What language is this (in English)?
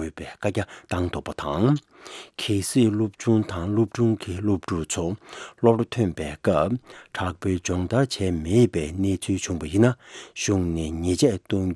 Tibetan